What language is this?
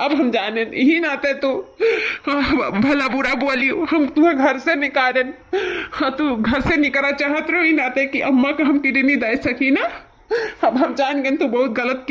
Awadhi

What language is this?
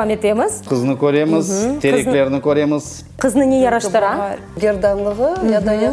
Crimean Tatar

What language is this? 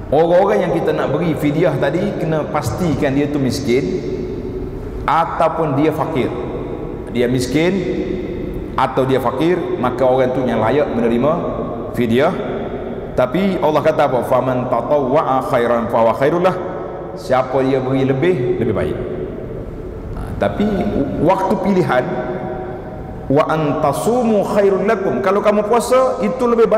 Malay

